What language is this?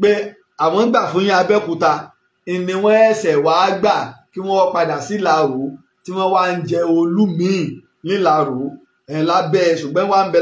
Yoruba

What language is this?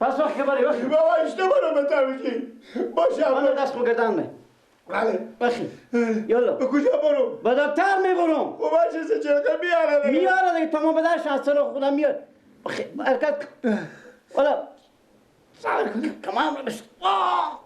Persian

